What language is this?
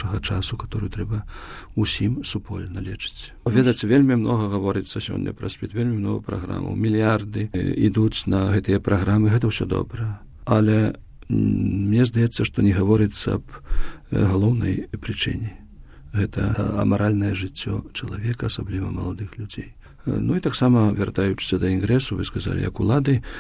Belarusian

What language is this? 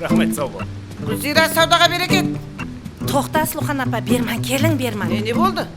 Kara-Kalpak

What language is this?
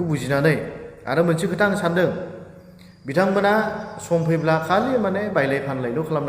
Bodo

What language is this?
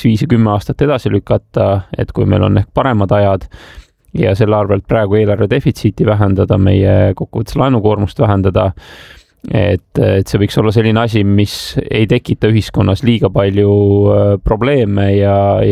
Estonian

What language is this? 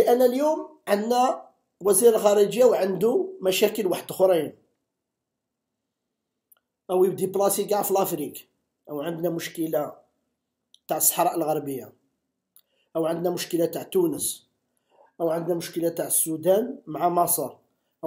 Algerian Arabic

